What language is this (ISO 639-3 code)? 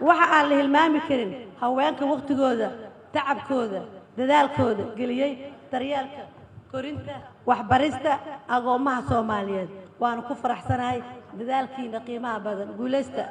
som